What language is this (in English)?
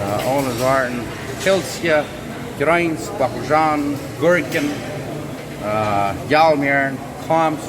Plautdietsch